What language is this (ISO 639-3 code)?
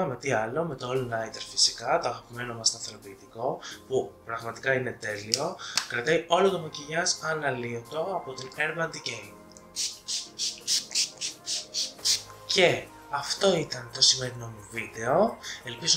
ell